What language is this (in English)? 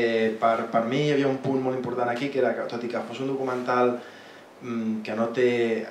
Catalan